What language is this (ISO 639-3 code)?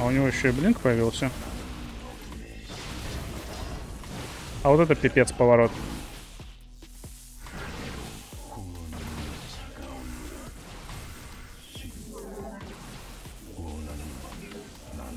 rus